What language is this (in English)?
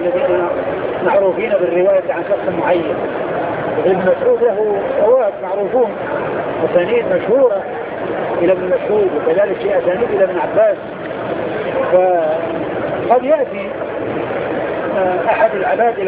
Arabic